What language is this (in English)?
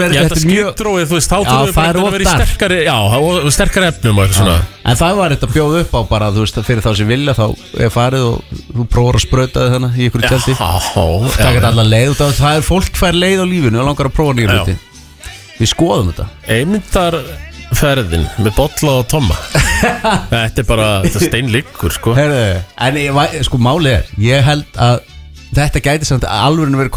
Icelandic